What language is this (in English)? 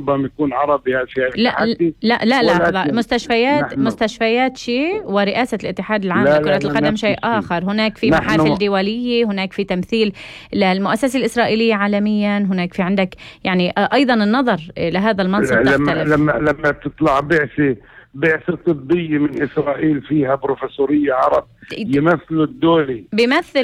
North Levantine Arabic